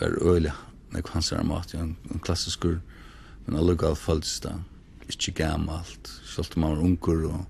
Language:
Faroese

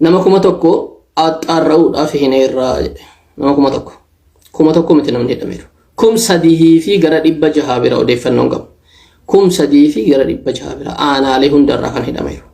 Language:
Oromo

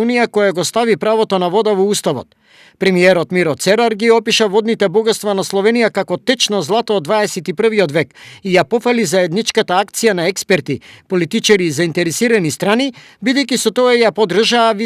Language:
Macedonian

